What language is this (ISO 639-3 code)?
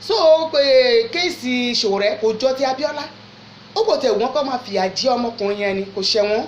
yor